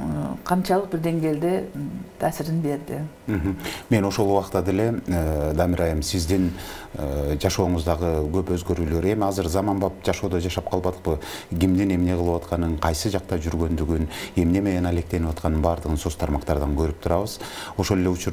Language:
Kyrgyz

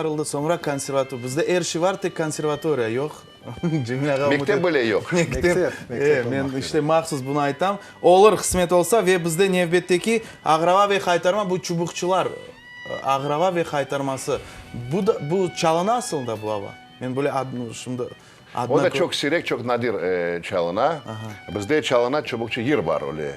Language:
Crimean Tatar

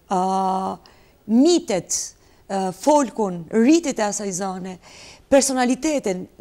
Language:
Albanian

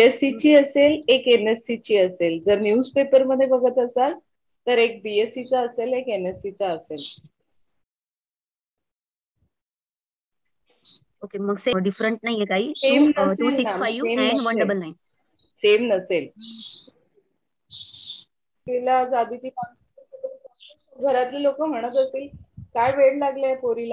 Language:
Marathi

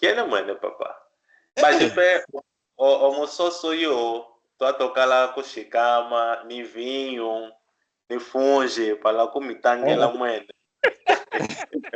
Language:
Kimbundu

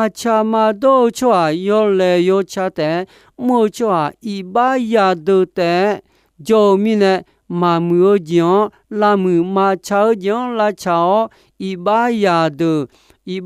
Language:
Akha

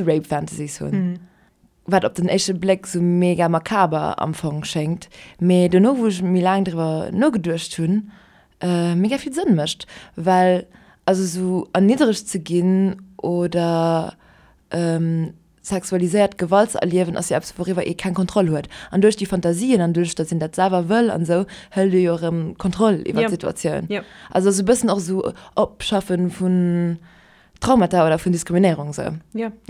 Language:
Luxembourgish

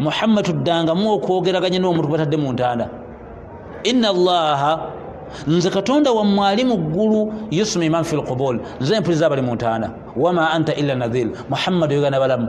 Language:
Ganda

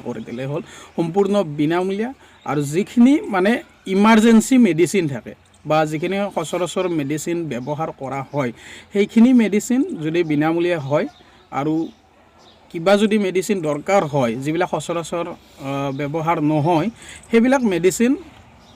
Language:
Assamese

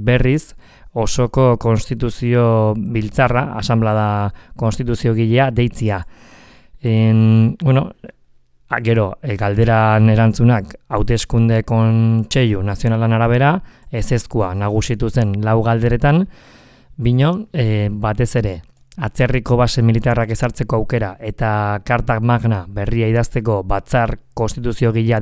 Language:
Basque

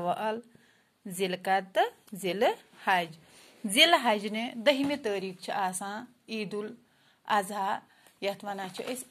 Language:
Kashmiri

